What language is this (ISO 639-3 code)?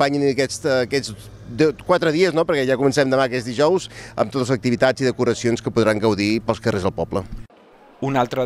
cat